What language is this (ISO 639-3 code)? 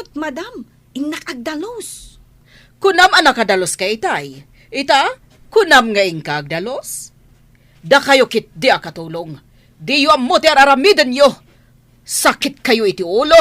ilo